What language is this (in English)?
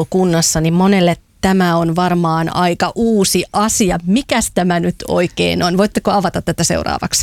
Finnish